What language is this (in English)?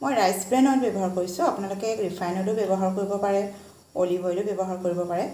Assamese